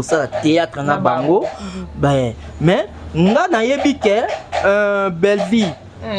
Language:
Lingala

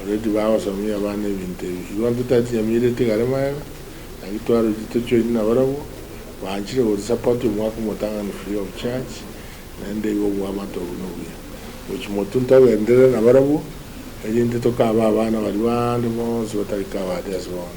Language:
Gusii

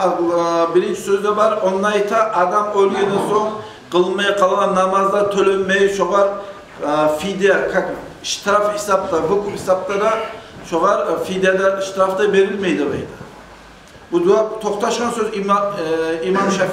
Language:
Kumyk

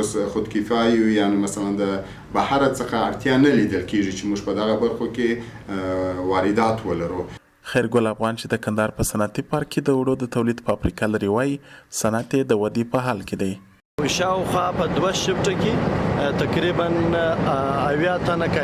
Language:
Pashto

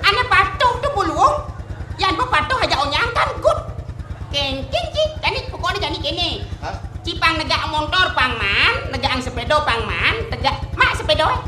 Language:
Balinese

